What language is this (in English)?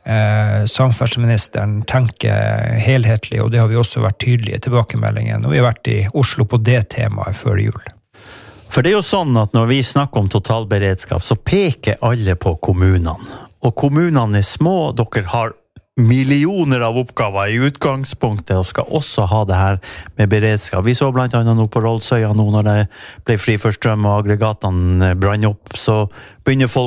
Norwegian